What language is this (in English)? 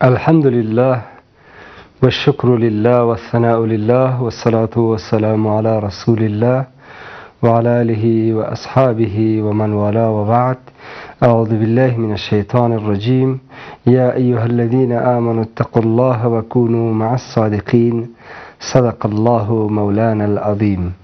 Persian